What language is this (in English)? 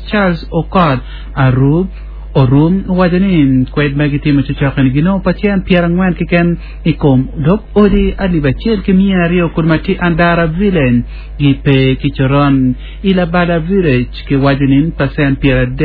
Acoli